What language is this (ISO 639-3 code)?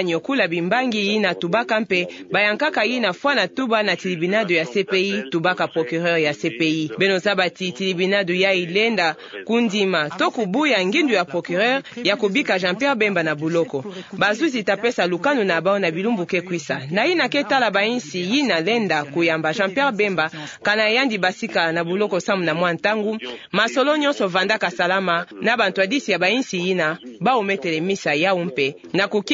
ktu